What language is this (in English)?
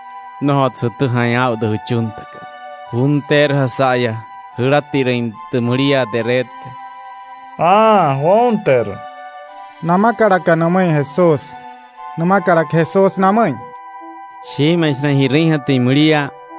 Wayuu